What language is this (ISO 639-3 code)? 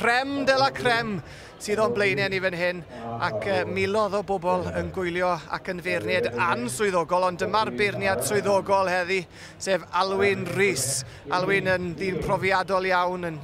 cym